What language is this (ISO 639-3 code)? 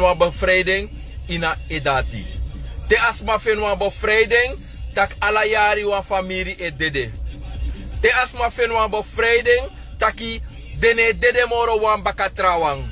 srn